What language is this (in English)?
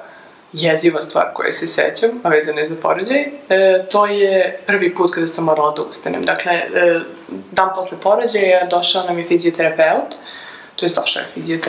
Serbian